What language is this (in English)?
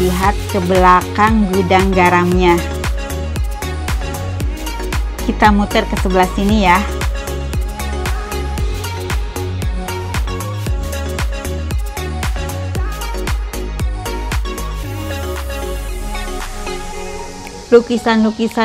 Indonesian